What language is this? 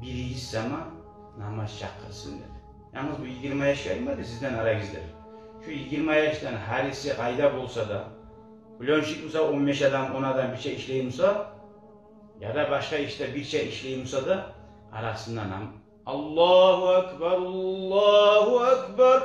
Kumyk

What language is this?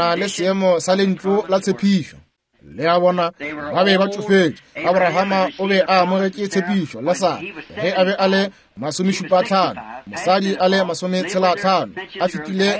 Northern Sotho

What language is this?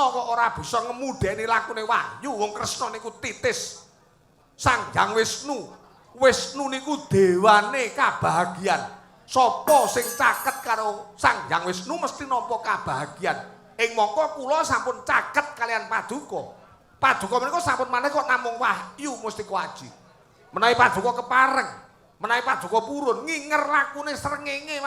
Javanese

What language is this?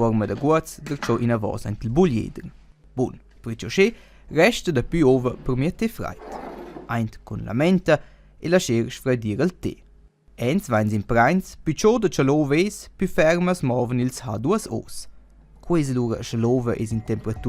Romansh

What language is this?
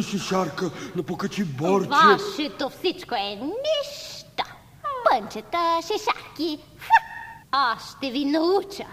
Bulgarian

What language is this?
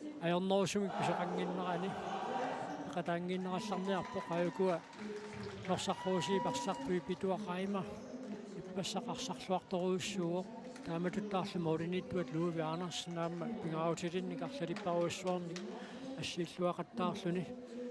Kalaallisut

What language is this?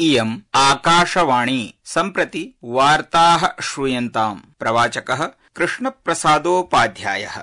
Sanskrit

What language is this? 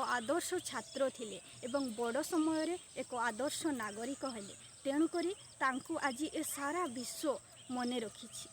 Odia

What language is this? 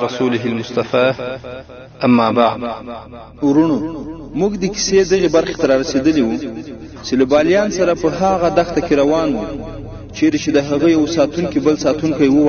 Pashto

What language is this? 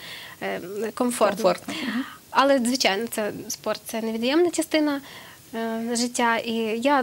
Ukrainian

